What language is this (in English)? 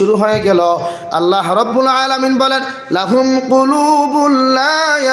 Sylheti